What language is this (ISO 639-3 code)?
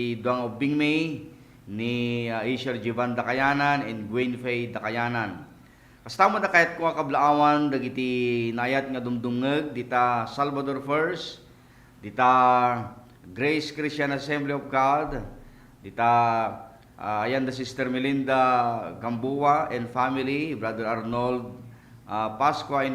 ilo